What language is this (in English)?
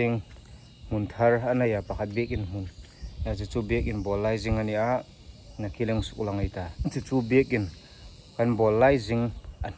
Hmar